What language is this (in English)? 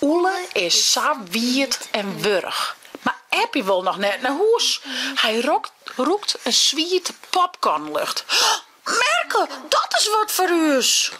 Western Frisian